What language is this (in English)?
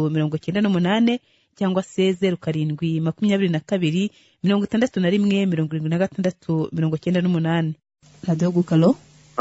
Kinyarwanda